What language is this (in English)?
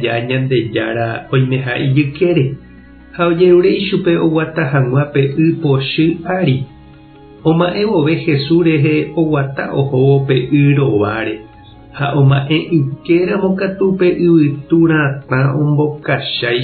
Guarani